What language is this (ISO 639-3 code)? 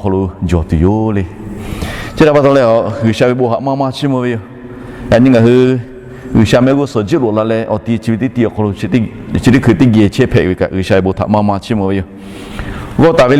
lhu